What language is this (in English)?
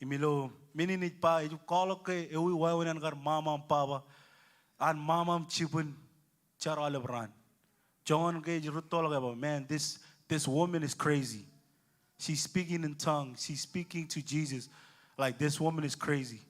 Marshallese